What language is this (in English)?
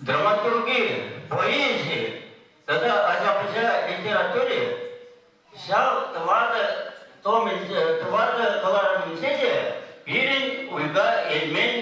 Chuvash